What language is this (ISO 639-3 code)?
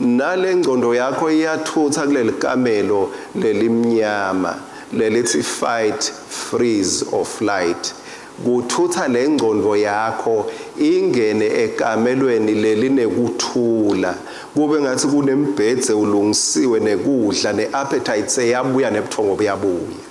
ssw